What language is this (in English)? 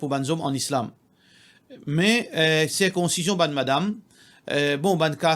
Morisyen